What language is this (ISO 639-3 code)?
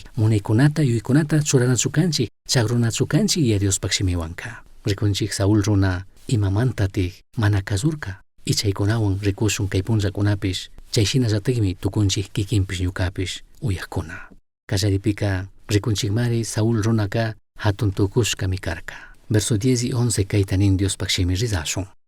qug